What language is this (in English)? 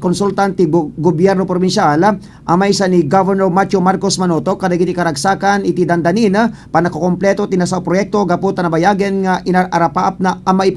Iloko